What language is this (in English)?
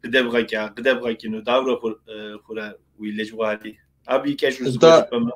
Kabardian